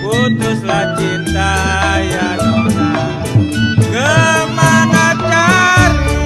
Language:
Betawi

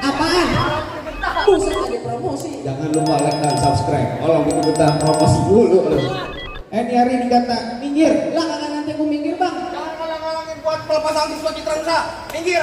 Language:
Betawi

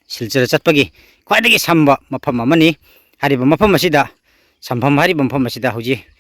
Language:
Manipuri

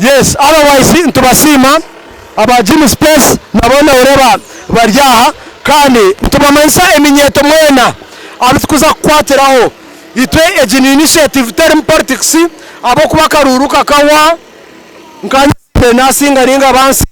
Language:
Nyankole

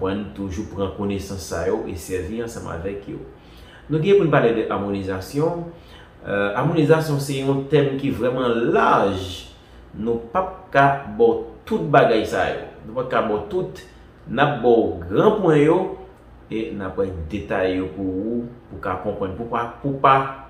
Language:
Haitian Creole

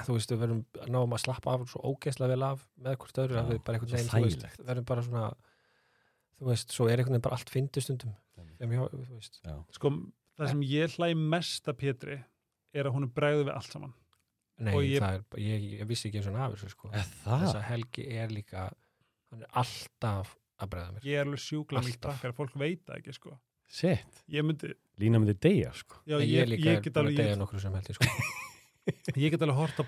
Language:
Icelandic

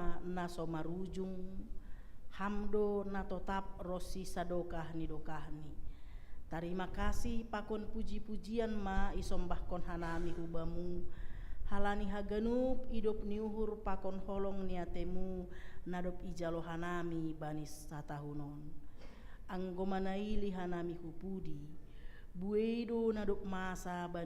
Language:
Batak Simalungun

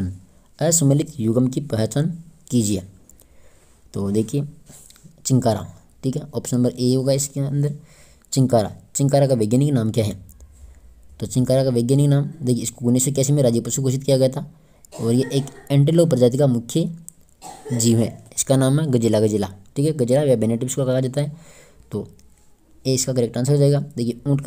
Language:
Hindi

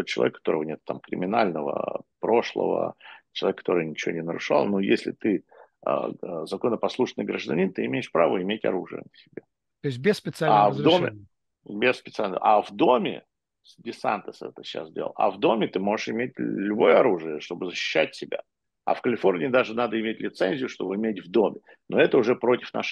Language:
Russian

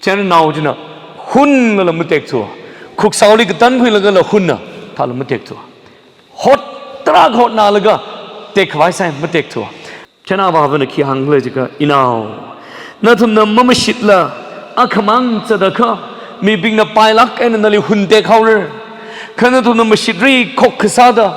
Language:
Tangkhul Naga (India)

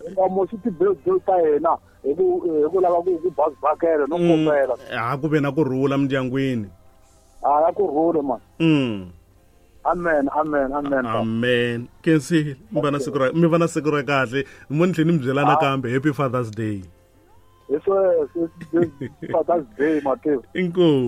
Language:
Tsonga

